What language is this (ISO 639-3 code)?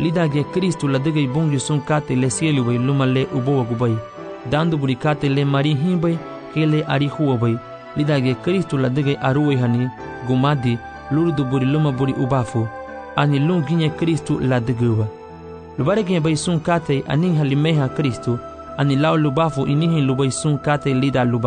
cab